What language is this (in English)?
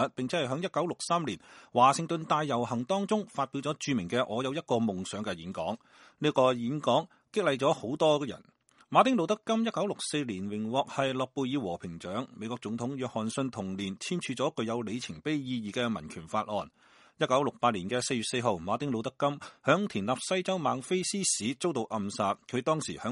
Cantonese